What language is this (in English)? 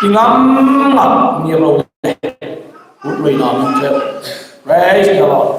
Hmar